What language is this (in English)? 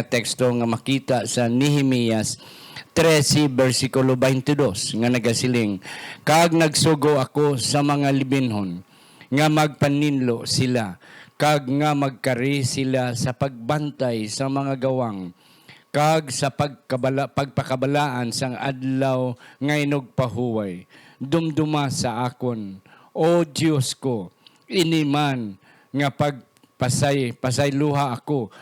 Hiligaynon